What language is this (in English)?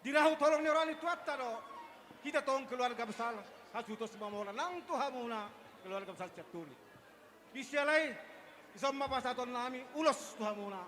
Batak Toba